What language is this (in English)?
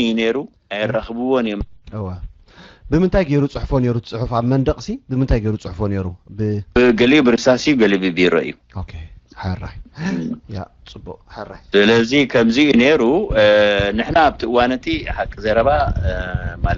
Tigrinya